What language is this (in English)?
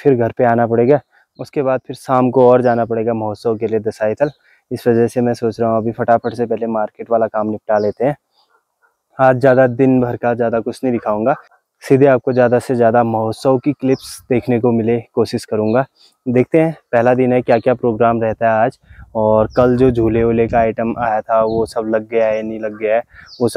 Hindi